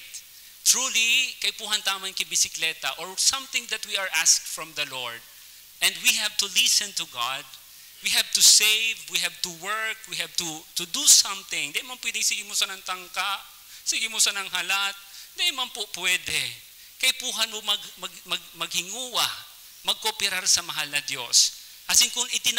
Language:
Bikol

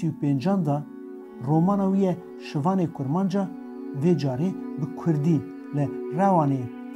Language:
Kurdish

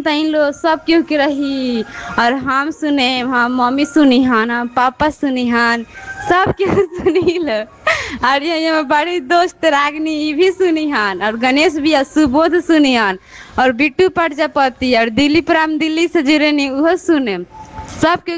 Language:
Bhojpuri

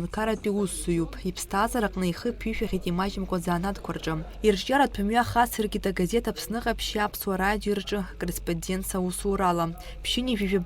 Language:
Abkhazian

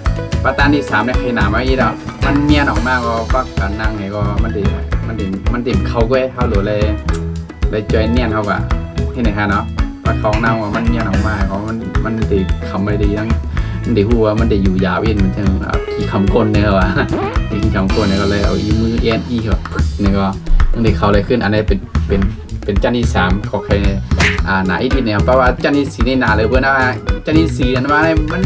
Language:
Shan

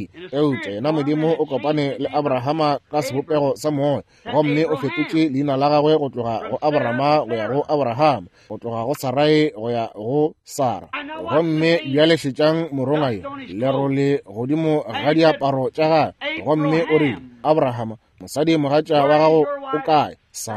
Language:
Northern Sotho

